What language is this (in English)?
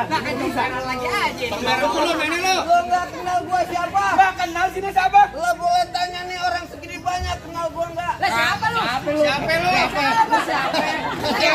Betawi